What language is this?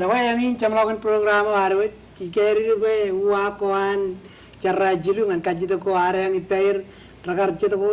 Marshallese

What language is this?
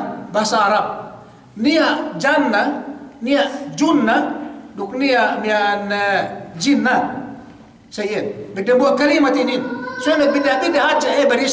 Yakan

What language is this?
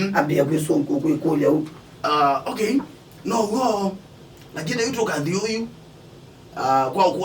Kamba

